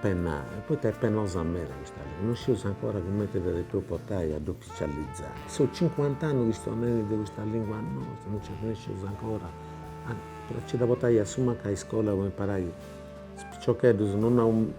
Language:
Sardinian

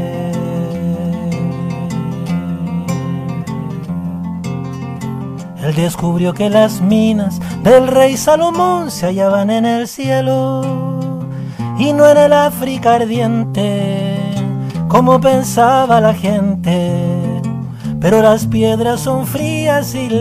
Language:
Spanish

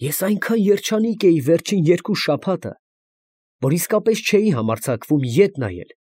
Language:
Armenian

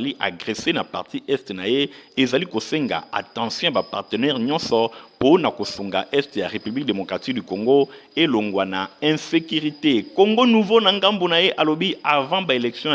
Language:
Lingala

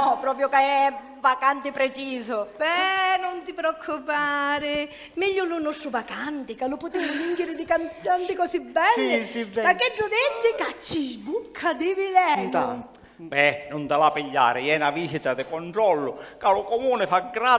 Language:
Sicilian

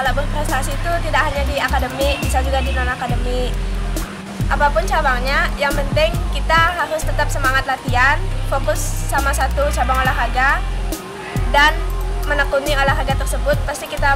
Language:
Indonesian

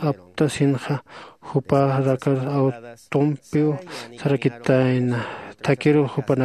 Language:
Aymara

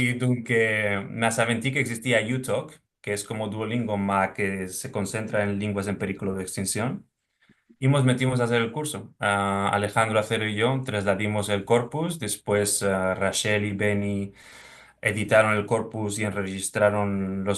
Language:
Ladino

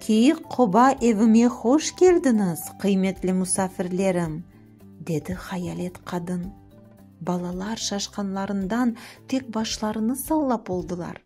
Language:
Crimean Tatar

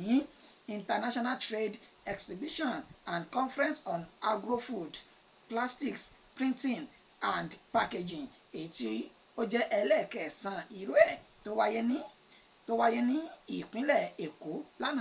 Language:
Yoruba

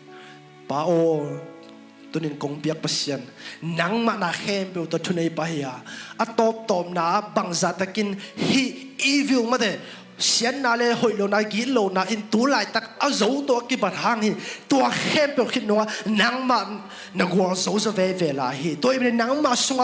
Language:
Tedim Chin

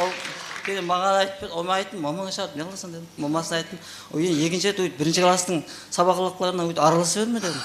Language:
Kara-Kalpak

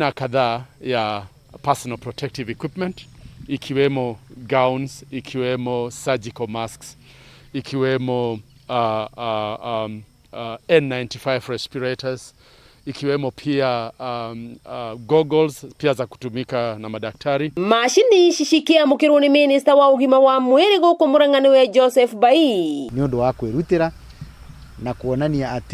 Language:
Kikuyu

